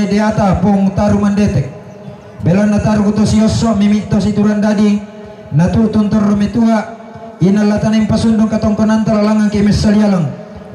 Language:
Toraja-Sa'dan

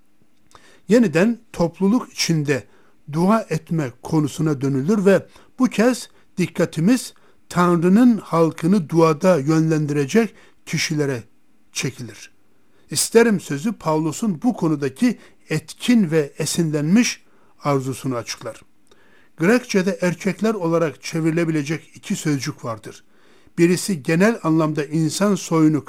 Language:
Turkish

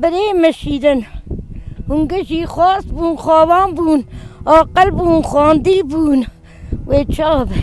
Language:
Kurdish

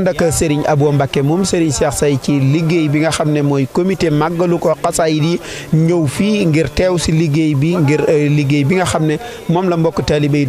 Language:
Wolof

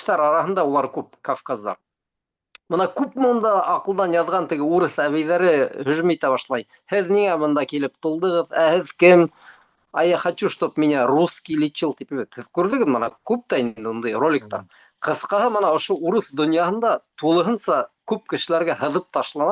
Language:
Bashkir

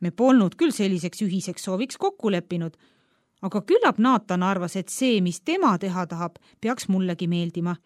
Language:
Estonian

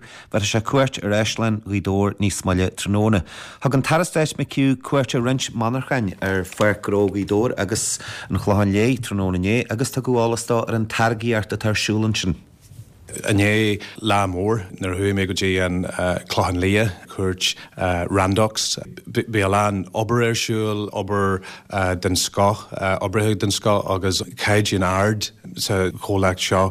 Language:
Irish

